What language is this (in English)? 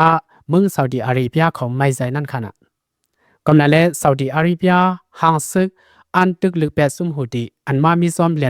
Lao